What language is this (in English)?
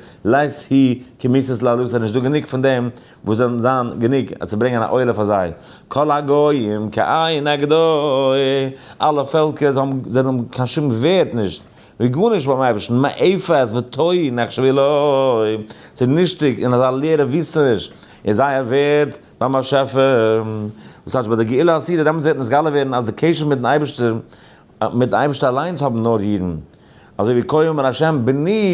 Yiddish